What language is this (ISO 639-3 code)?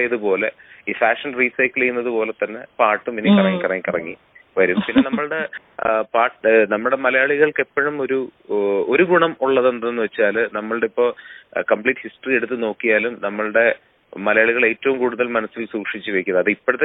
mal